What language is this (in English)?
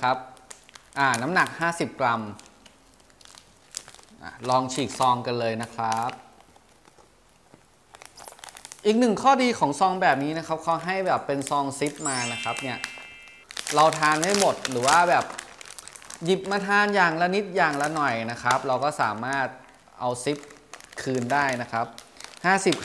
Thai